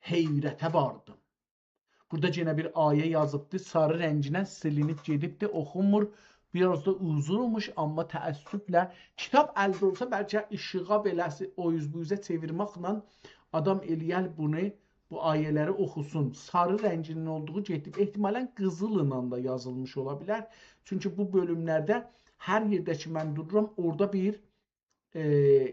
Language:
South Azerbaijani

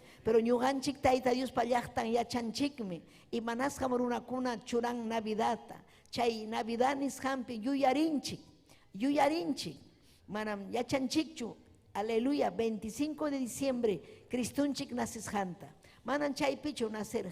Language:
Ayacucho Quechua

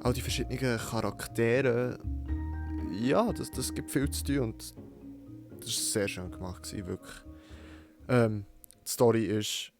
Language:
Swiss German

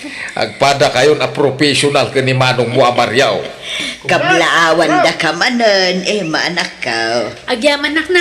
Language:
Iloko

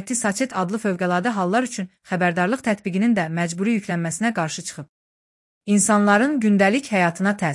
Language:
Azerbaijani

